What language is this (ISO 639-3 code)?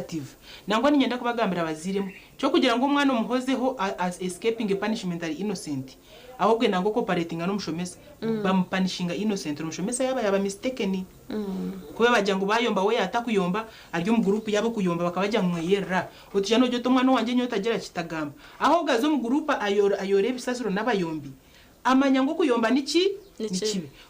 nyn